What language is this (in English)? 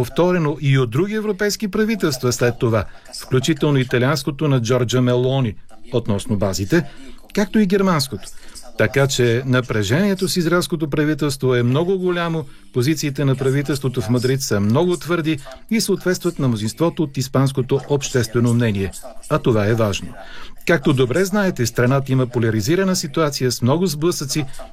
Bulgarian